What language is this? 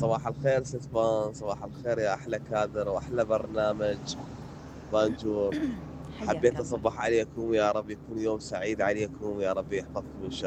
Mesopotamian Arabic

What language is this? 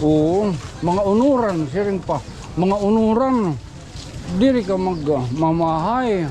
Waray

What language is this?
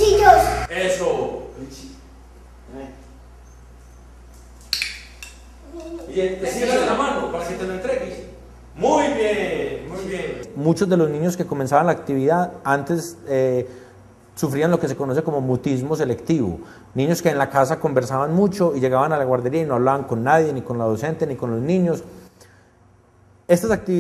Spanish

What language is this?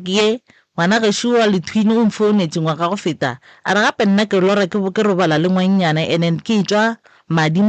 Northern Sotho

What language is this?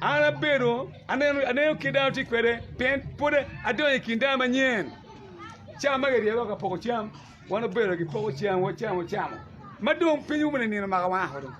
Acoli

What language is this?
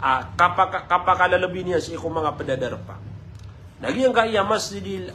Maranao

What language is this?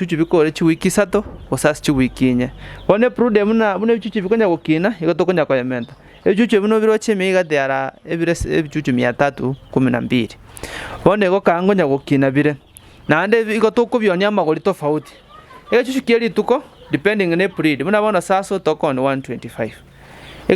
Gusii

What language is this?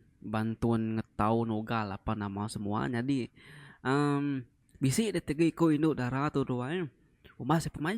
Iban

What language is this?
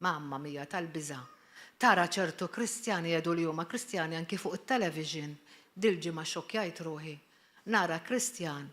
Maltese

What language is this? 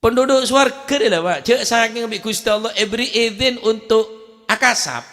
Madurese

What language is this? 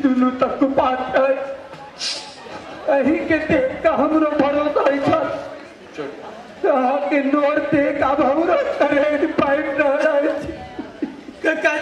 Maithili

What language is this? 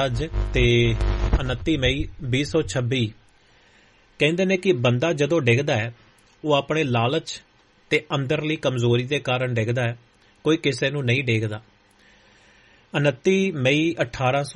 Punjabi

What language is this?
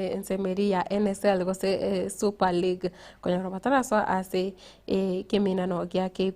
Gusii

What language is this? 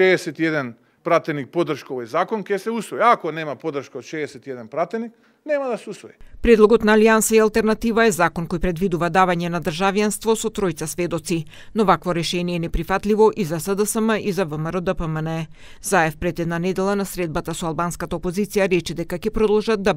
Macedonian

